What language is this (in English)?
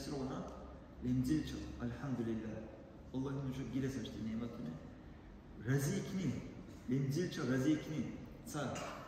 Dargwa